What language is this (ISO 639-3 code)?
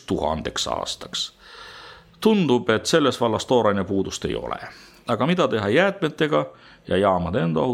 est